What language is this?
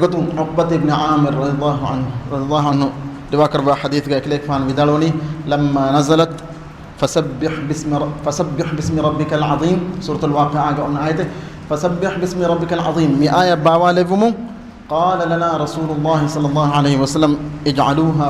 Divehi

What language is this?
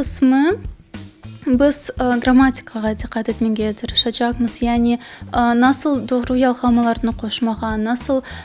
Crimean Tatar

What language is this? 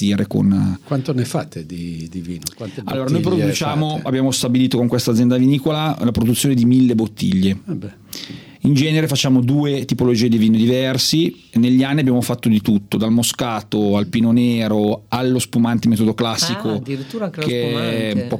Italian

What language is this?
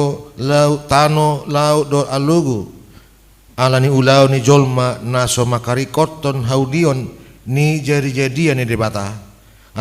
Batak Toba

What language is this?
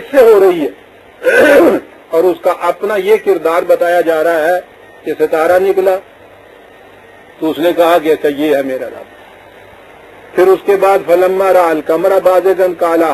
Urdu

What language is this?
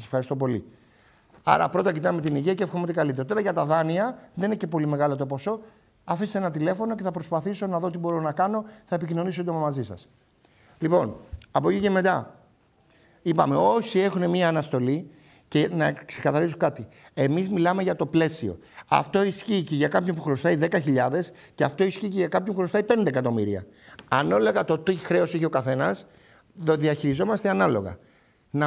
Greek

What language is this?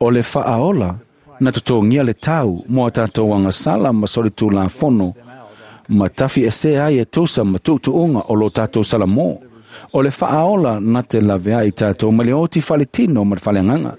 Samoan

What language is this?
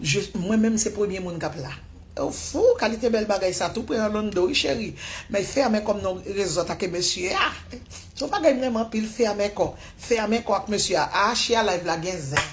Haitian Creole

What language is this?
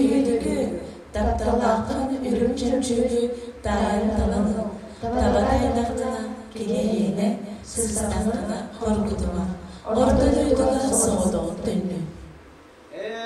Yakut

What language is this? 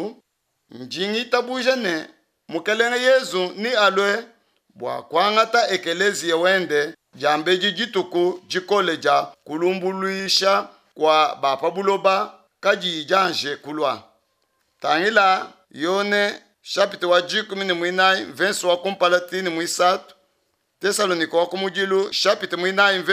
Luba-Lulua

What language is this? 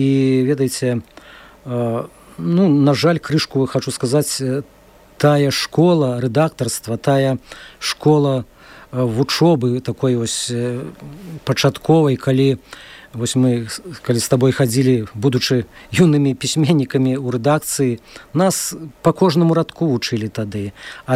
Belarusian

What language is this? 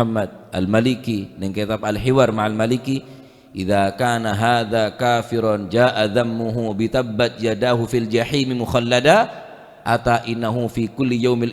Madurese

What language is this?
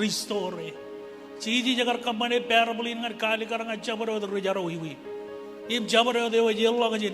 Marshallese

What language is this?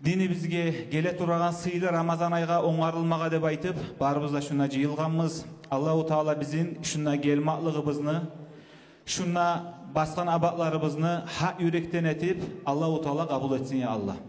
Kumyk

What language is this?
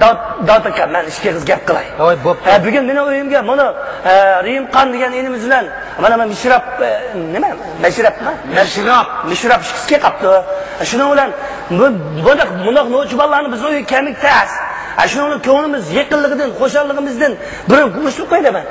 Uyghur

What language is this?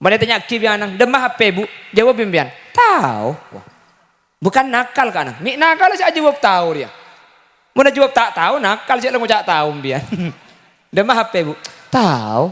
Madurese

